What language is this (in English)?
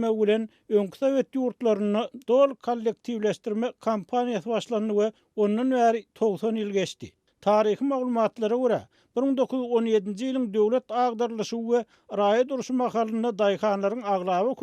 Turkmen